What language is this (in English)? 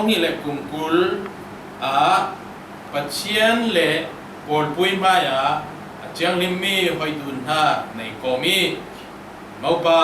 Falam Chin